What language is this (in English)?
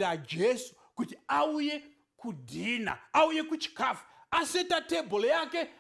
Shona